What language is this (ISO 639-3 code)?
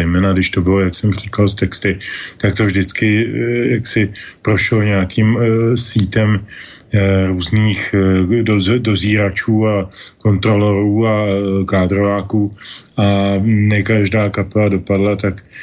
ces